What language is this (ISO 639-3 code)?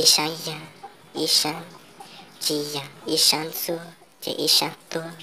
hmn